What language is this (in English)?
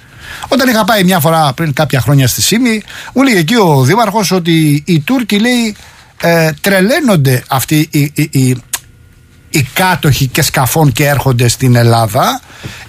Greek